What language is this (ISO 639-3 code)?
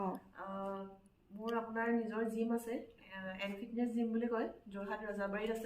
asm